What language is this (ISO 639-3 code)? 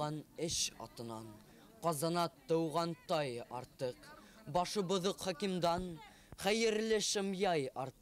bak